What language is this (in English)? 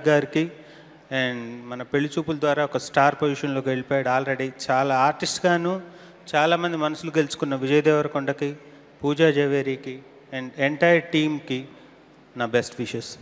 Telugu